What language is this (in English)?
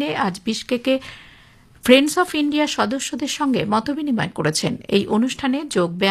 Bangla